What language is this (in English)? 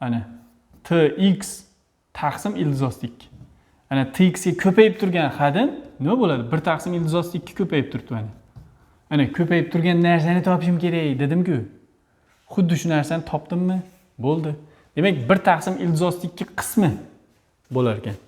Uzbek